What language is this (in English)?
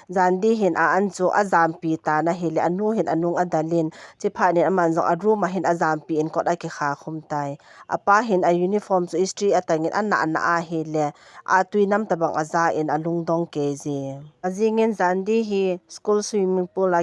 Thado Chin